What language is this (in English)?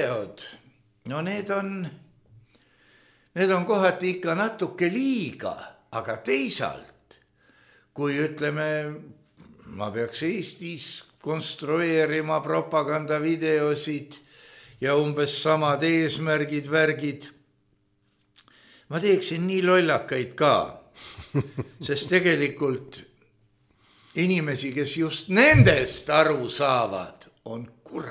Estonian